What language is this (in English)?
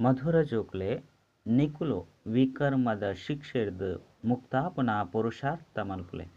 Tulu